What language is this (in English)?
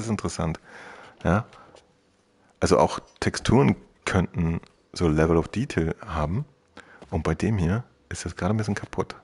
German